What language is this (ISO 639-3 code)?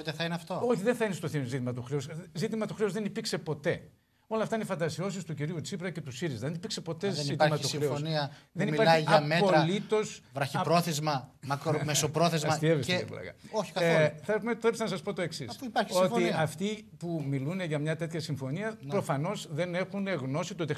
ell